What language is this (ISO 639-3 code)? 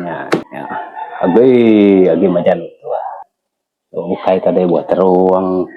iba